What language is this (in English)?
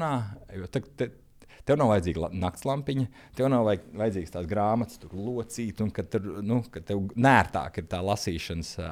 Latvian